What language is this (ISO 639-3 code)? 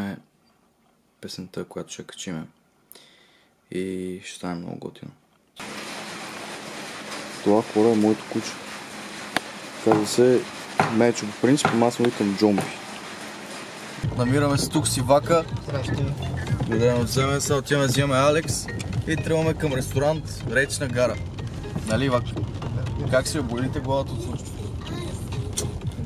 bul